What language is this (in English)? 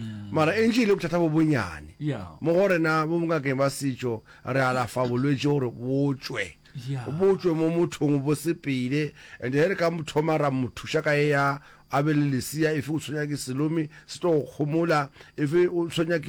Northern Sotho